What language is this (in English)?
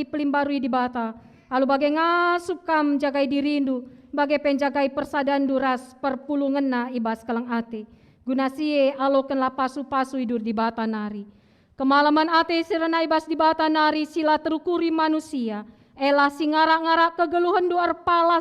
Batak Karo